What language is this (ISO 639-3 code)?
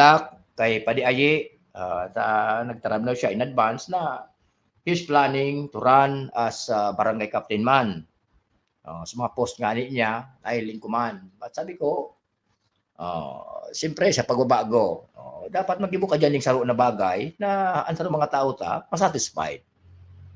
bik